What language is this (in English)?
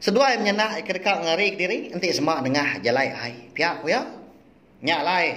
Iban